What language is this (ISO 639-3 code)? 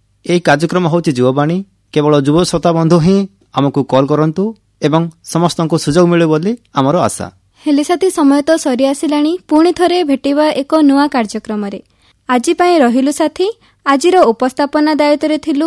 ori